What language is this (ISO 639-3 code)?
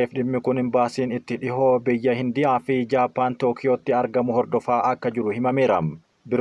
orm